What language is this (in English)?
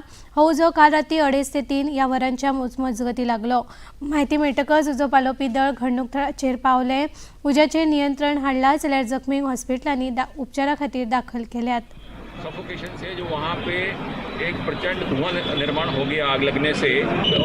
Konkani